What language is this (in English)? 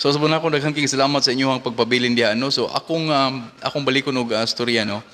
Cebuano